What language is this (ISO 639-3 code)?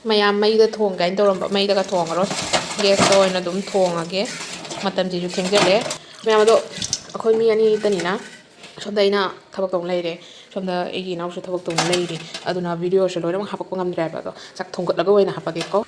mni